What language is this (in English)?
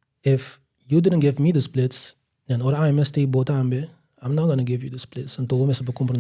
Papiamento